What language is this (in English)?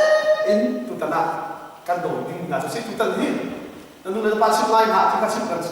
Hakha Chin